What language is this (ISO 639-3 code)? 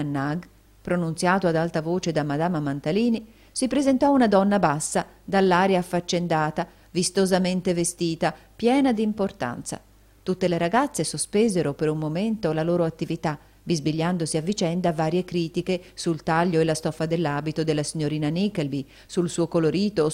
ita